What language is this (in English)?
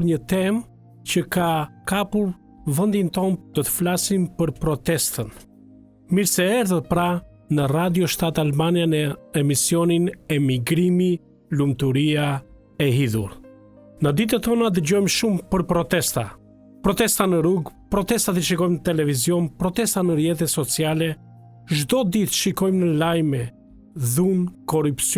Albanian